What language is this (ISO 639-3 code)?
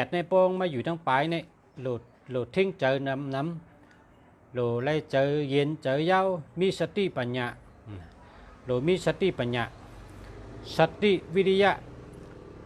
shn